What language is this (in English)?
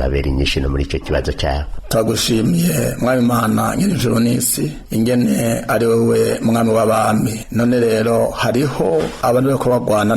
Rundi